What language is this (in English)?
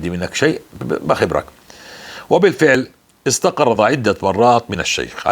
North Levantine Arabic